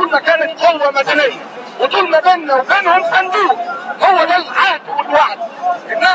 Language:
Egyptian Arabic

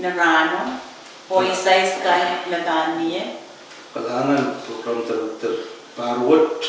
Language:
Pohnpeian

